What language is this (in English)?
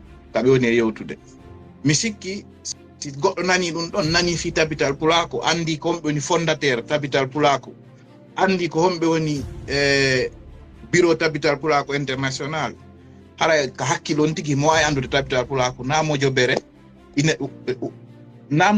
Fula